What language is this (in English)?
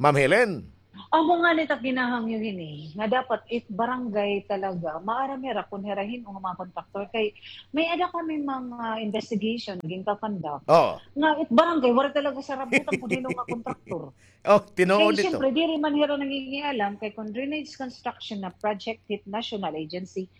Waray